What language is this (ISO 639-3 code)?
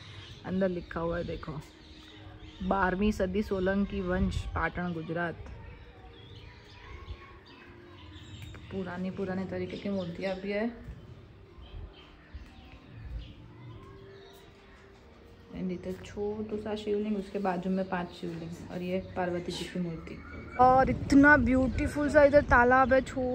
hin